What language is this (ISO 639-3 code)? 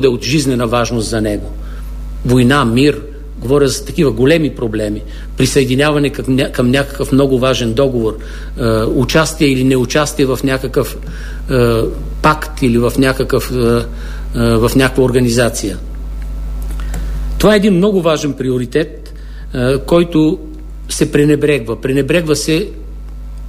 bul